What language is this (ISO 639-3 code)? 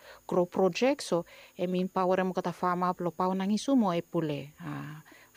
bis